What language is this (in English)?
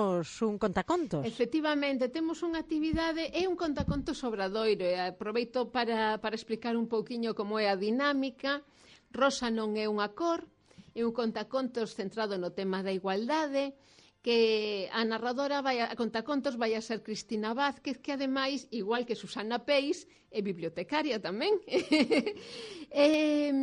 Galician